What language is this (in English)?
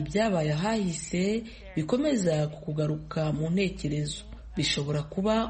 Kinyarwanda